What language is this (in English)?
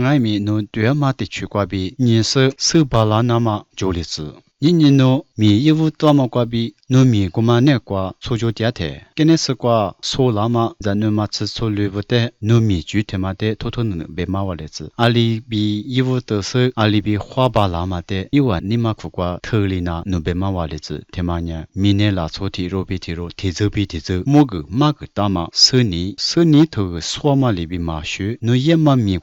Lisu